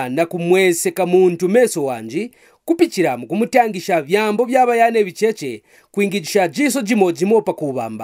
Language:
Kaonde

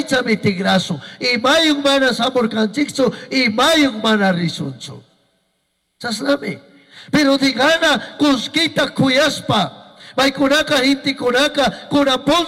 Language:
Chimborazo Highland Quichua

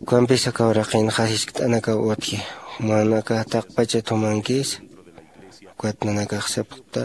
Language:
Aymara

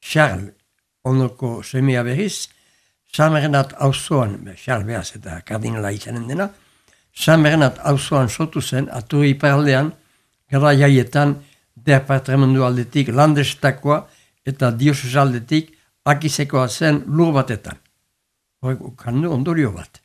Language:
Basque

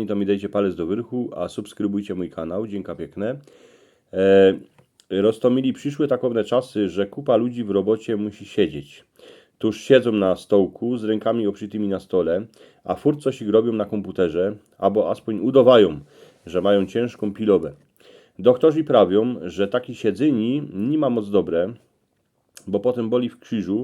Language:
Silesian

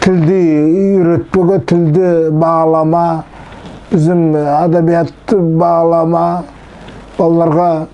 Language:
Nogai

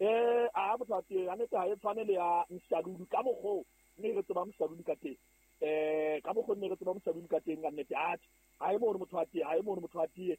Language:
Southern Sotho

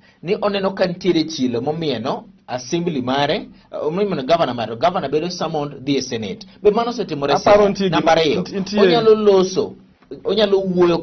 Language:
Luo (Kenya and Tanzania)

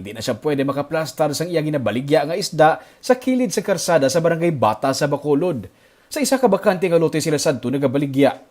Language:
Hiligaynon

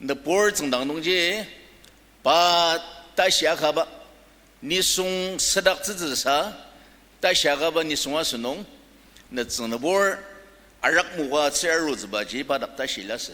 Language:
Ao Naga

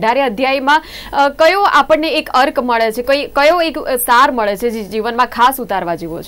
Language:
Gujarati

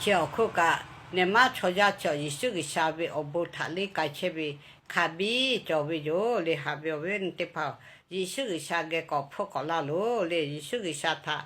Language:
Lahu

